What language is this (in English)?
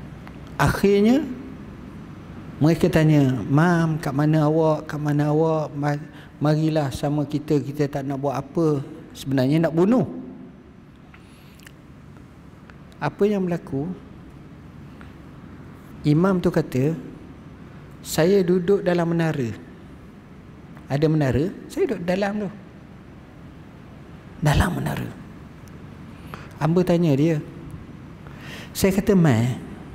Malay